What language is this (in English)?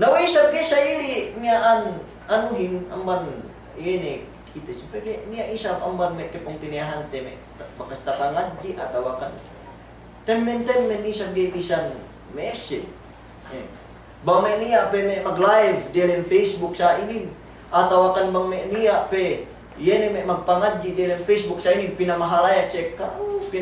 Yakan